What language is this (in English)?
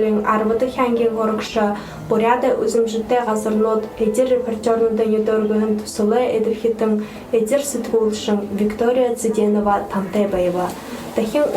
Buriat